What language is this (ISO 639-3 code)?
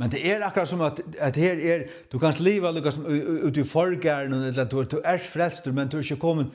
fao